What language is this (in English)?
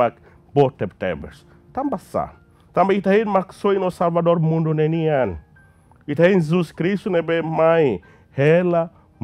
Tetum